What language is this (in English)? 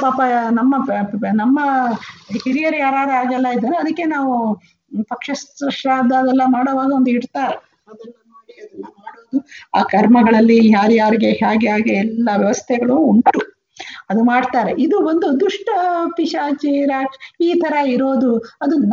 Kannada